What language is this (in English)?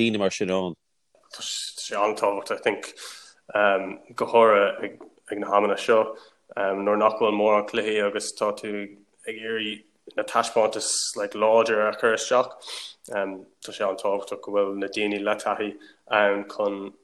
Irish